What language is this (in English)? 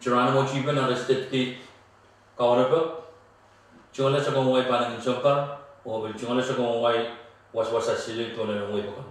Pohnpeian